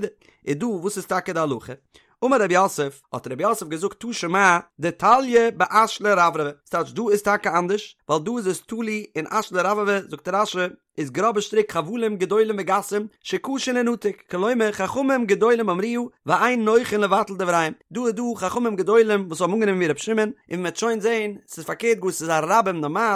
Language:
Yiddish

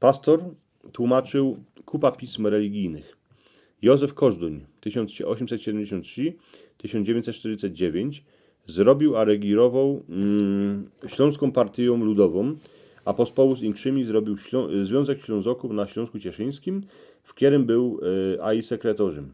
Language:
Silesian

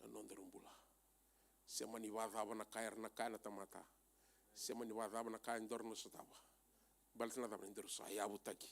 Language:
Fijian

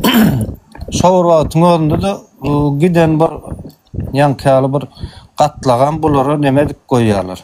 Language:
Turkmen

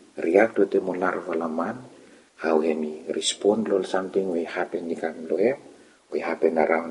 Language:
Bislama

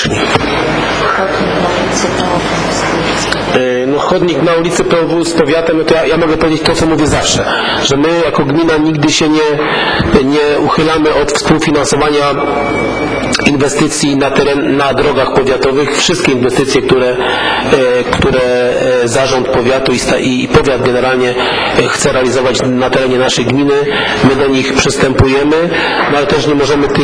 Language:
Polish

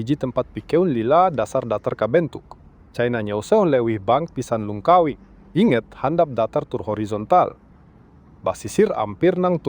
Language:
Sundanese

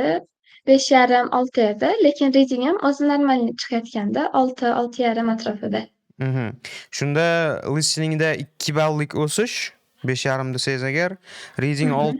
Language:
Uzbek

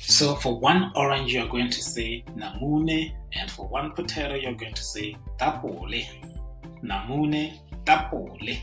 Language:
Tswana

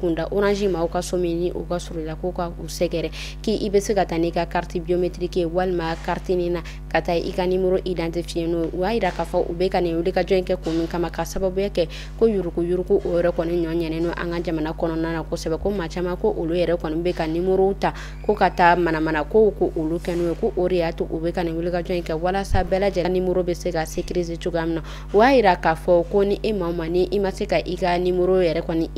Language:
Bambara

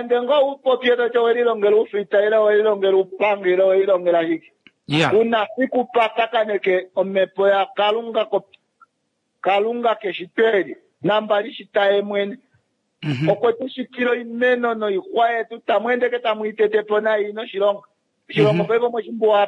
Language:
Kuanyama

